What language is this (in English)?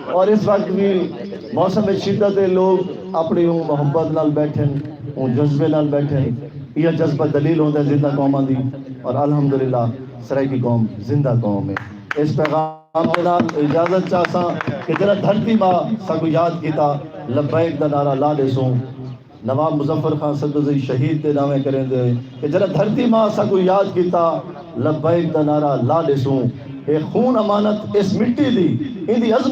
Saraiki